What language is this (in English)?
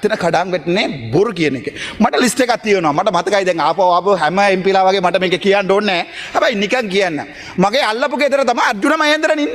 Sinhala